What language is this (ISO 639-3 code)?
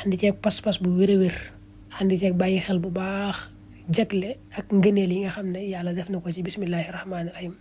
wol